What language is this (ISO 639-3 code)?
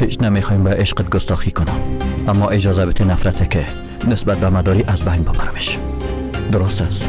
tgk